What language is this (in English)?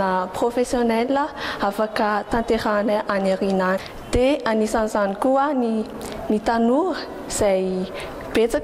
Malagasy